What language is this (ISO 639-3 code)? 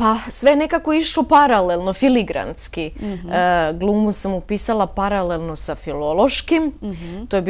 bos